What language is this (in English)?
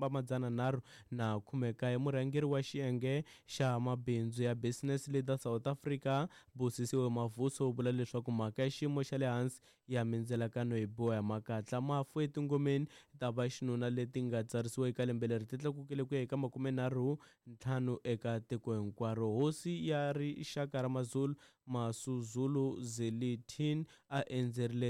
Tsonga